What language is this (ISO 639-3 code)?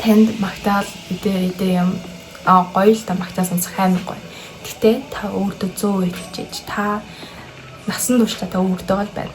mon